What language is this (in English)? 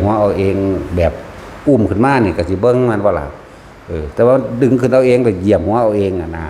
Northeastern Thai